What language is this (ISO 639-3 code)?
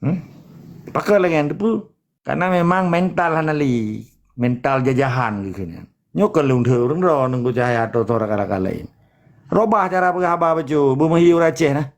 ace